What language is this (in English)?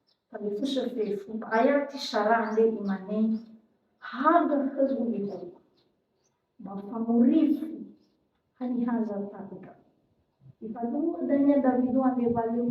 Nias